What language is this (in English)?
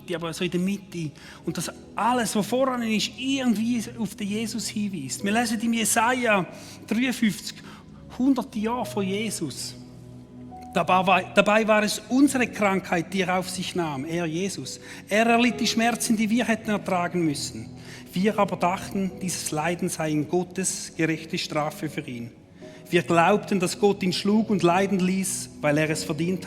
Swiss German